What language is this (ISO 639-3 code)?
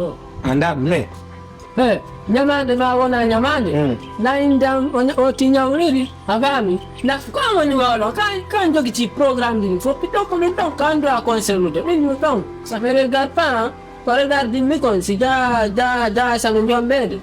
ful